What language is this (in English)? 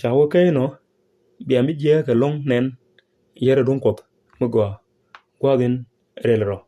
Nuer